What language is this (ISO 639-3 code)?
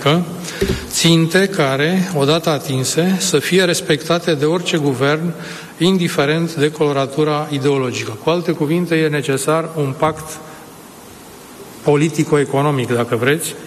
ron